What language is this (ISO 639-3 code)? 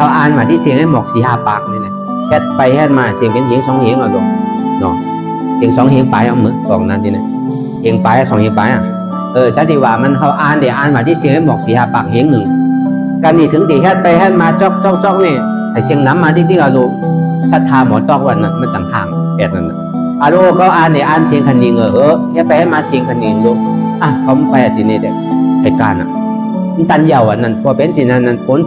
shn